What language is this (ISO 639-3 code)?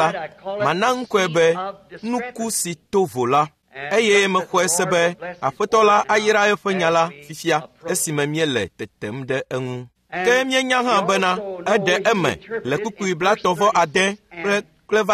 ewe